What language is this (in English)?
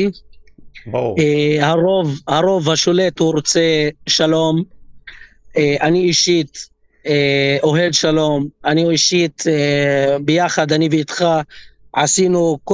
Hebrew